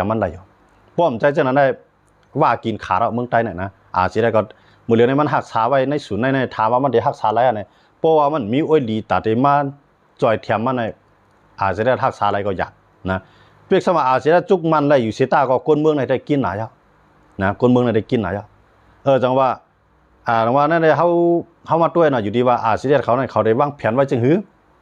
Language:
Shan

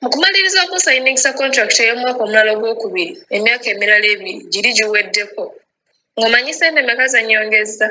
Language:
Ganda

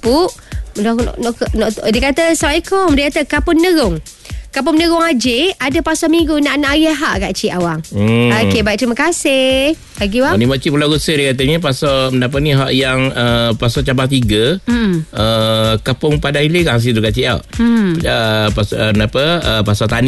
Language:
Malay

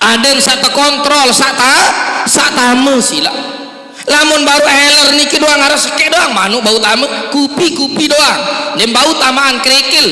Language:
Sasak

